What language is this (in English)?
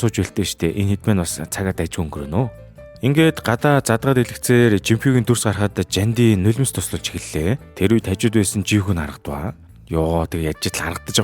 Mongolian